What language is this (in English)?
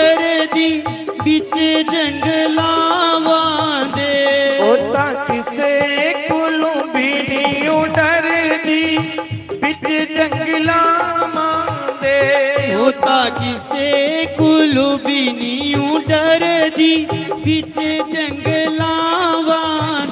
Dogri